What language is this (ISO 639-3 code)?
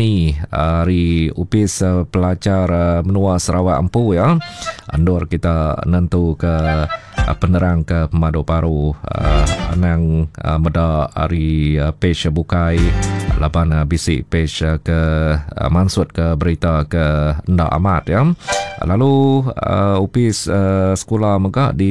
iba